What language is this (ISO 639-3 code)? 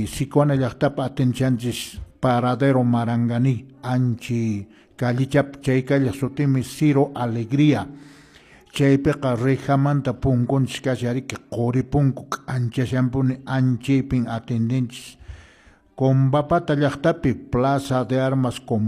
que